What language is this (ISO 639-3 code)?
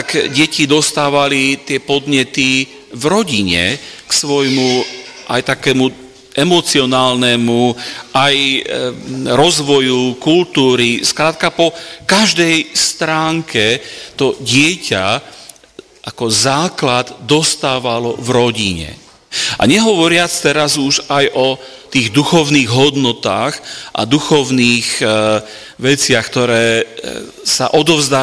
slk